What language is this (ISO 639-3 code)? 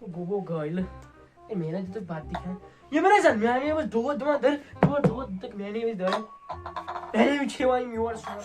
kas